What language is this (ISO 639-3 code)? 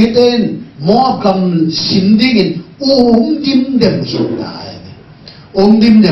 ctd